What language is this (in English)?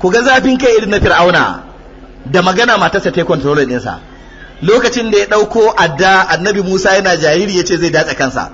Hausa